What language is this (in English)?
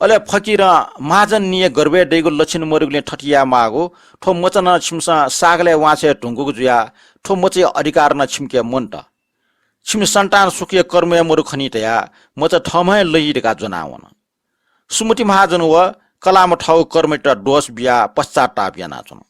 Newari